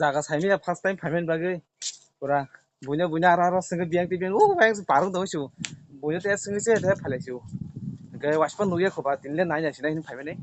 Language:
Kok Borok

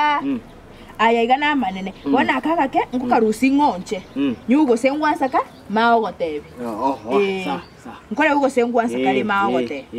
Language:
Gusii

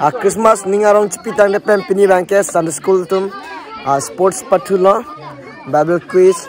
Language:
Karbi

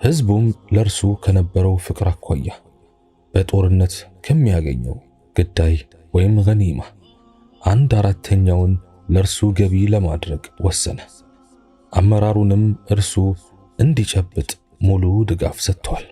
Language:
Amharic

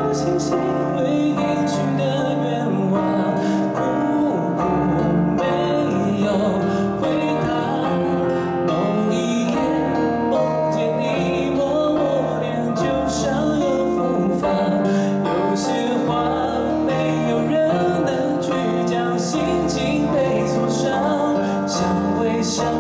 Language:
Chinese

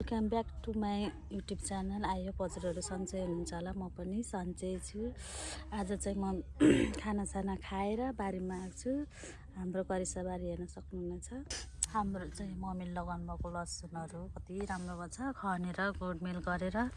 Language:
Nepali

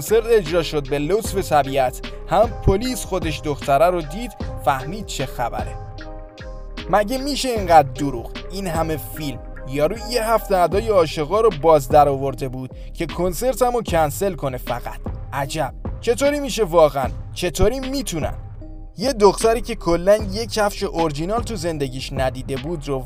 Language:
Persian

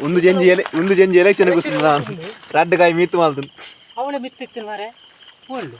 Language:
Tulu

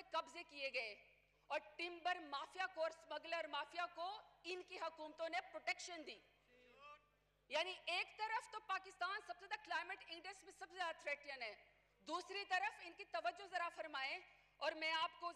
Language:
Urdu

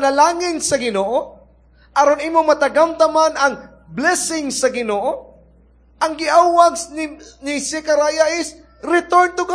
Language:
Cebuano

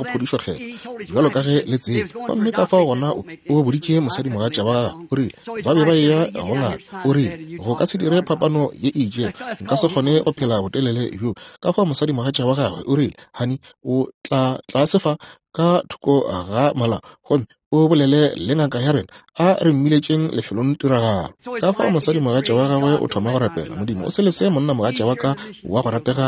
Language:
Northern Sotho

